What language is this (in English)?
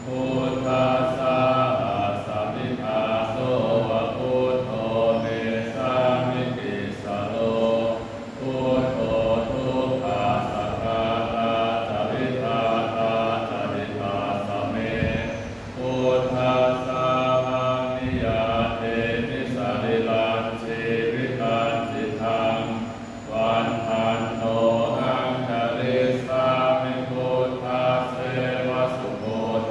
Pali